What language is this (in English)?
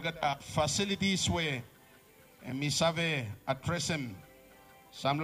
Bislama